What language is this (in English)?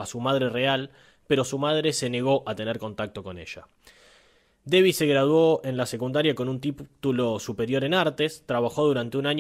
Spanish